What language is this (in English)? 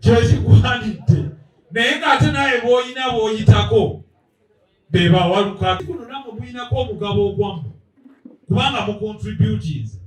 Ganda